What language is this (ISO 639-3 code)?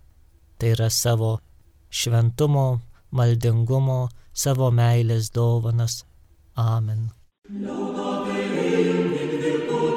lit